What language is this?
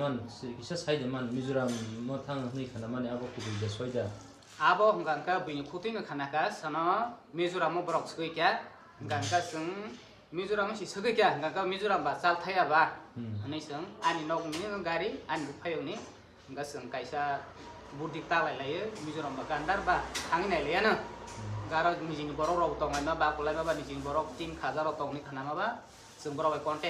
Kok Borok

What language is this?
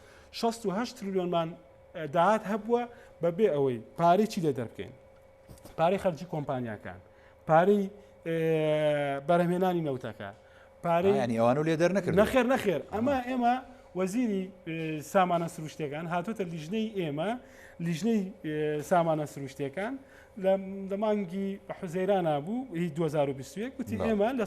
Central Kurdish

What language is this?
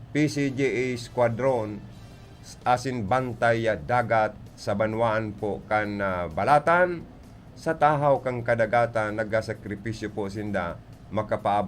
Bikol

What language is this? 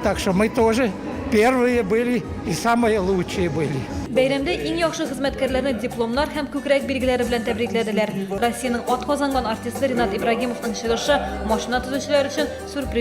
Tatar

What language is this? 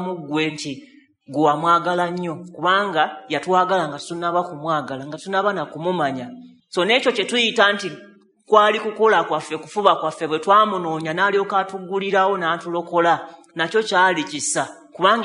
Ganda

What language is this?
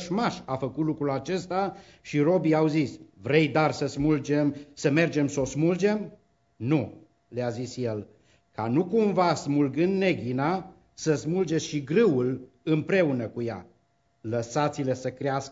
Romanian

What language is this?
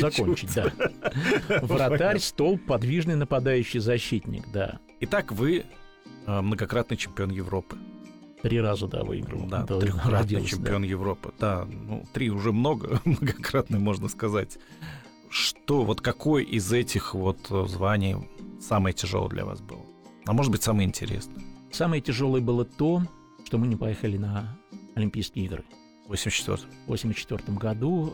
Russian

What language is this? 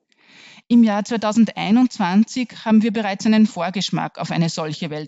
German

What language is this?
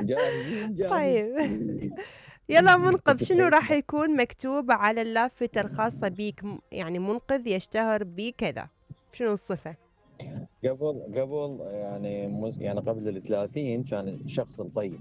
Mesopotamian Arabic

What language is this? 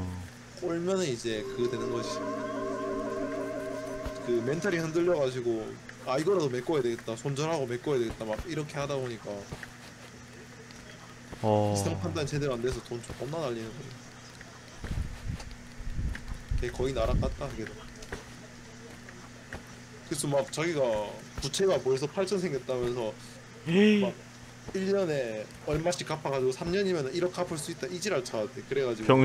Korean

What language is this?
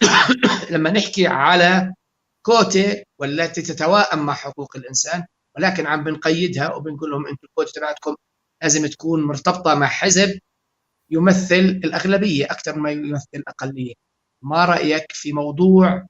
North Levantine Arabic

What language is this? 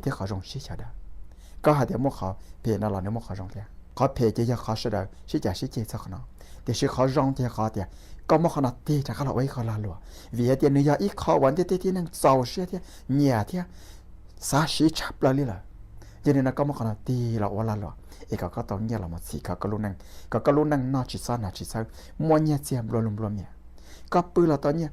Hmong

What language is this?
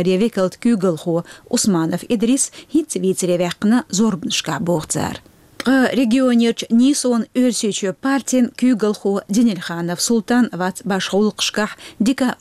Chechen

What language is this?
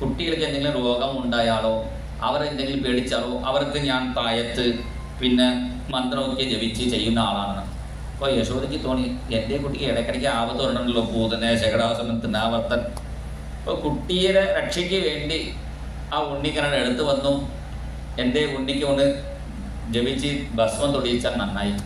Malayalam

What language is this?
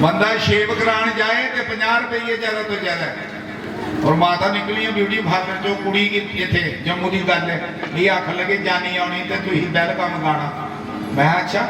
Dogri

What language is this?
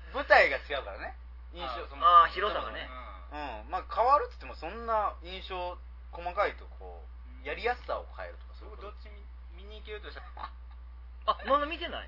Japanese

